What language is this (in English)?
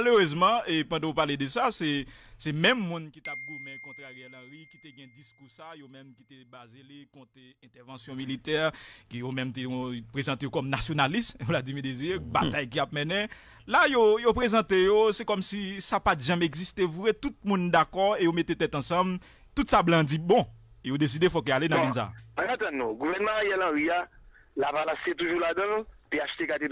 French